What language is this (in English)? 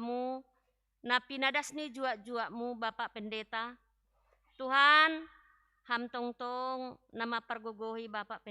Batak Simalungun